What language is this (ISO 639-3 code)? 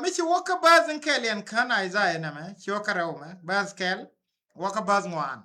nus